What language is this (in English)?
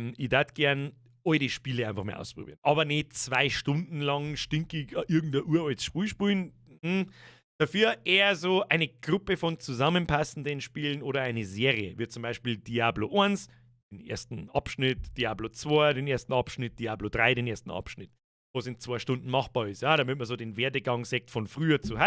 Bavarian